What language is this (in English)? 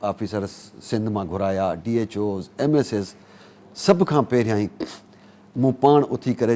Sindhi